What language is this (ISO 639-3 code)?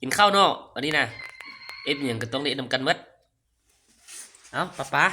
lao